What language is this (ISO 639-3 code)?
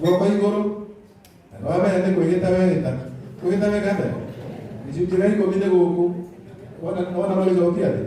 kik